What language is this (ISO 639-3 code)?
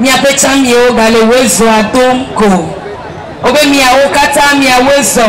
ewe